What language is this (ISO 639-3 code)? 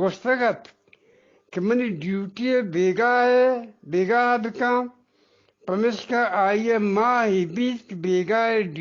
bgp